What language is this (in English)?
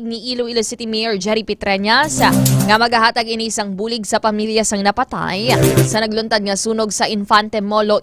Hiligaynon